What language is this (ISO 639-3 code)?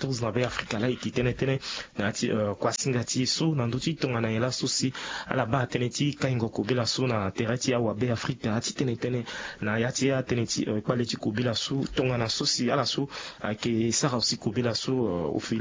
sag